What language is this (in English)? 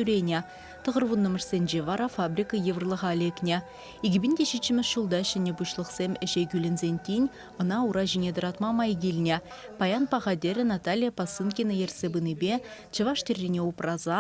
Chuvash